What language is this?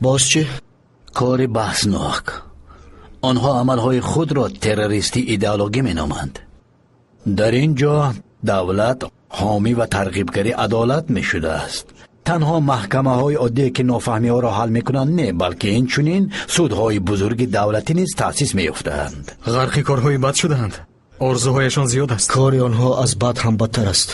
Tajik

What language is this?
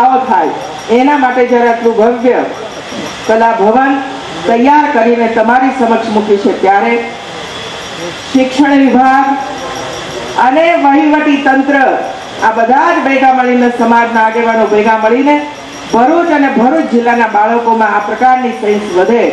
Gujarati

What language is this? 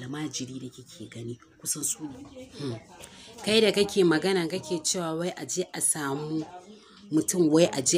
Hausa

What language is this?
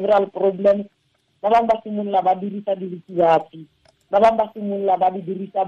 Tswana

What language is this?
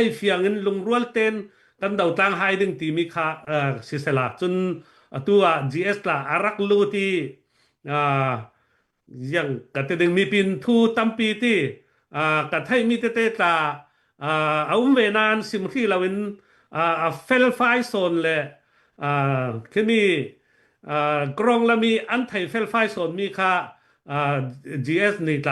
Falam Chin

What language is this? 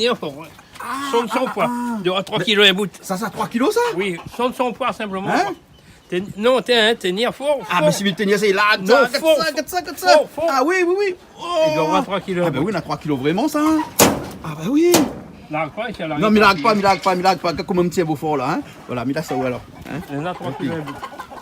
Réunion Creole French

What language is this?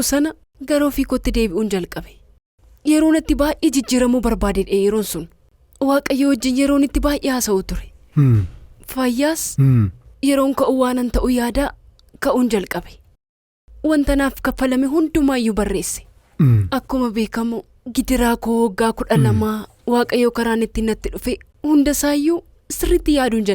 Oromo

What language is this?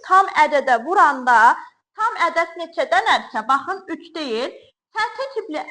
Azerbaijani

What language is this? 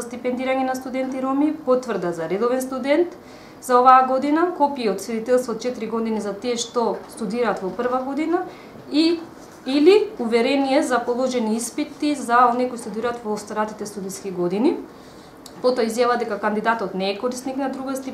Macedonian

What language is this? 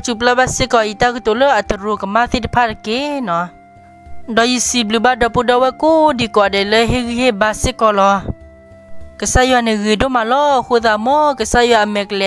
S'gaw Karen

